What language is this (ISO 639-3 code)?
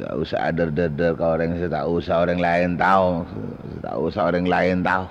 mad